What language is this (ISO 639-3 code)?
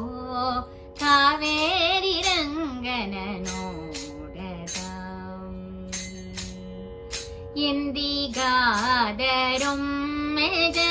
kan